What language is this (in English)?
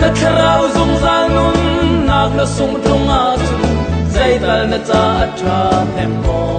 Hakha Chin